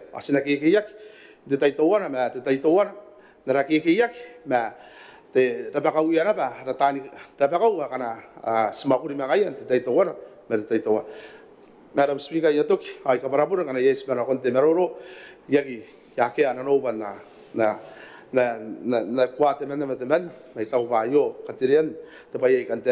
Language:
Gilbertese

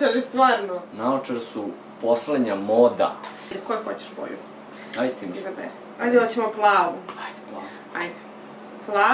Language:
Serbian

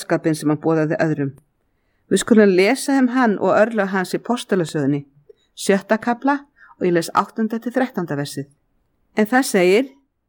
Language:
Icelandic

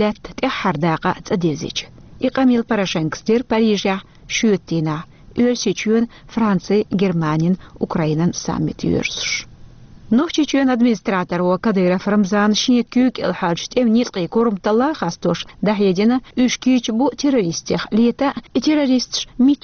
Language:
Chechen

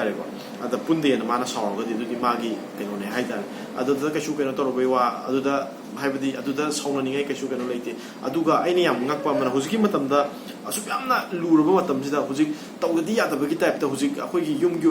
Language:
Manipuri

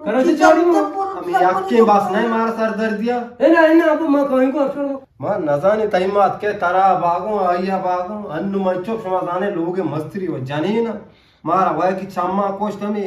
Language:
Eastern Balochi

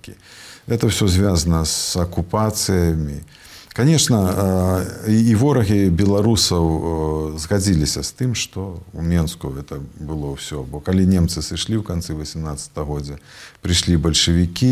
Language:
Belarusian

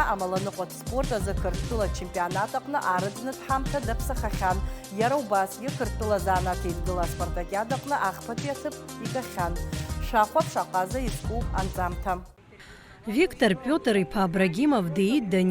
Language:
Abkhazian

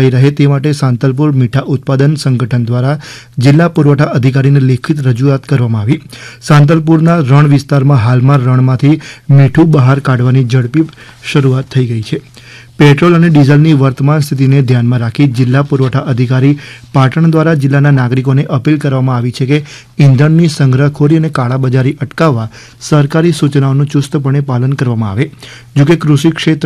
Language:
Gujarati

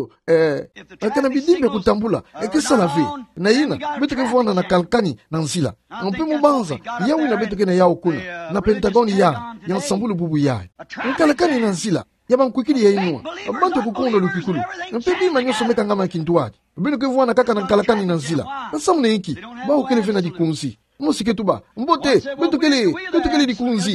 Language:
Kituba (Democratic Republic of Congo)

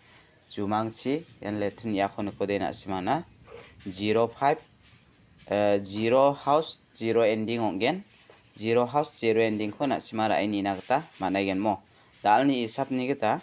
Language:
Garo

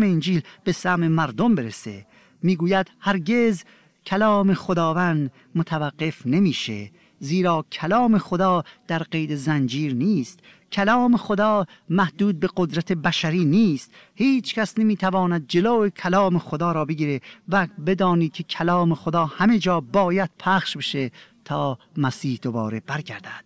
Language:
Persian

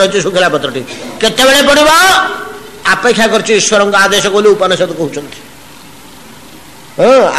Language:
Odia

